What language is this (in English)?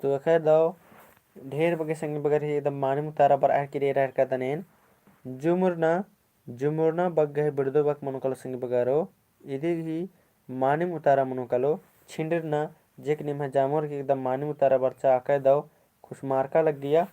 Kurukh